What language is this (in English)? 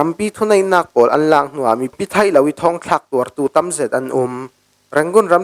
Falam Chin